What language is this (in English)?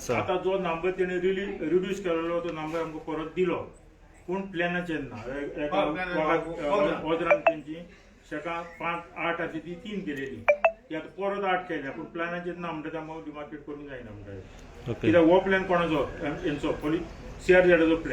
Konkani